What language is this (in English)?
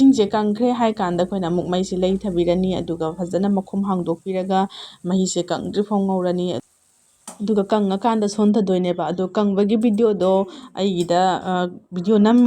Manipuri